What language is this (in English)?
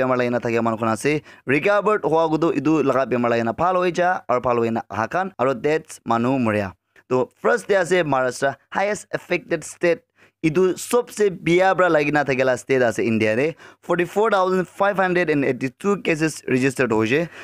Naga Pidgin